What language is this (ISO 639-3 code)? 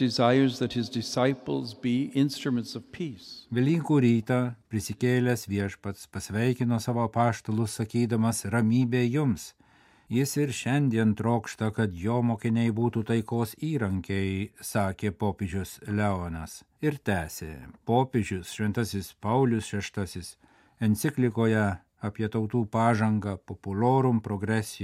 lit